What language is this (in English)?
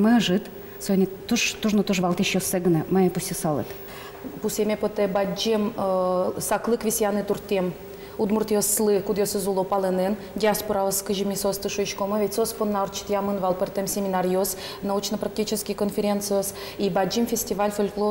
Udmurt